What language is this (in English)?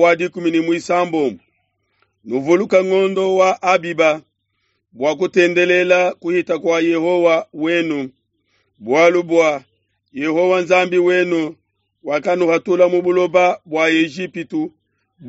Luba-Lulua